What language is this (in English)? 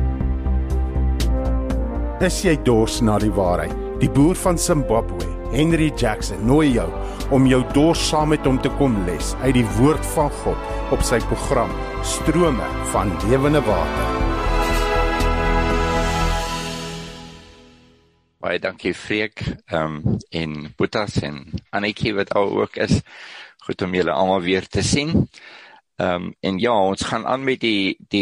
Afrikaans